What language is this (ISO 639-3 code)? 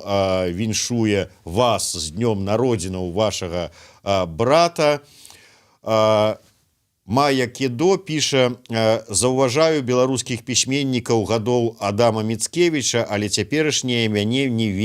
bel